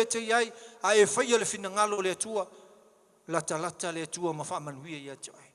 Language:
Samoan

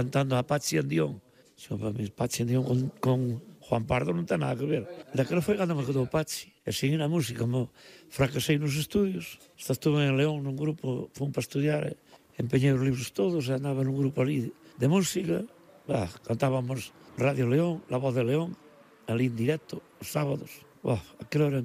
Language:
Galician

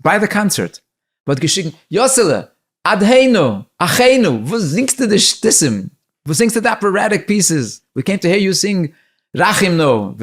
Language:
Yiddish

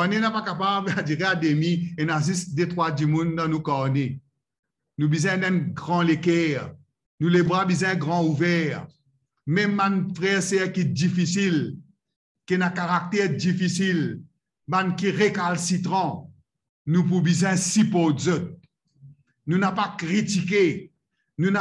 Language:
Morisyen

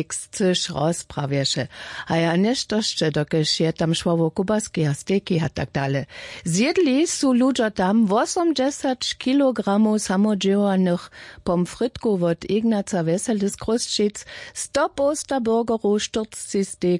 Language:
Upper Sorbian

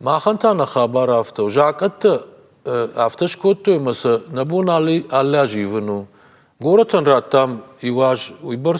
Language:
Ossetic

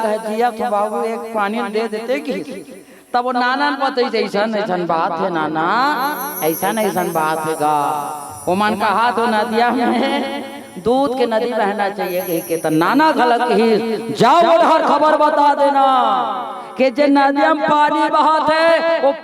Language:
Chhattisgarhi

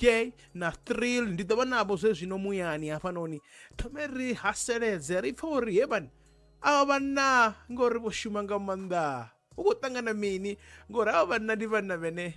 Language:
Venda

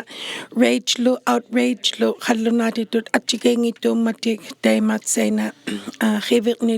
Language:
Inuktitut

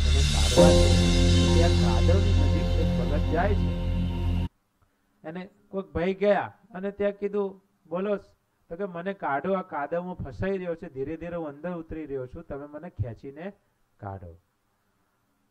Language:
Gujarati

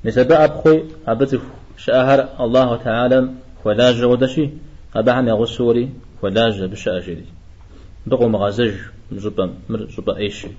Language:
Kabardian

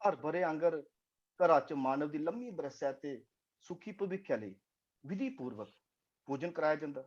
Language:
Dogri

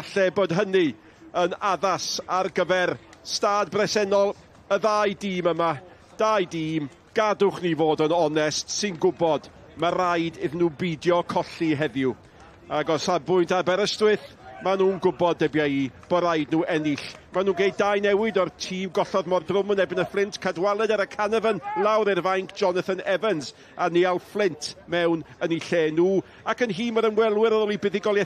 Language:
Welsh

